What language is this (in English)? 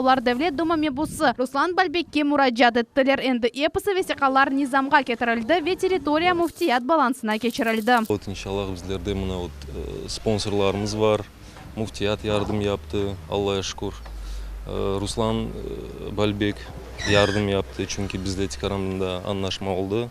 Crimean Tatar